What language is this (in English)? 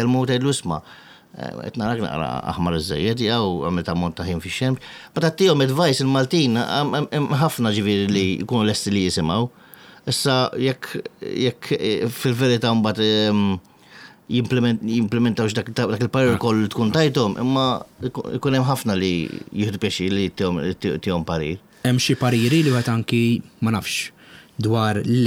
Maltese